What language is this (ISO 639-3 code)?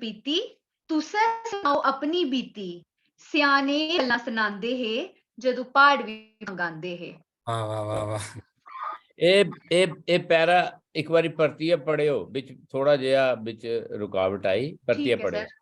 doi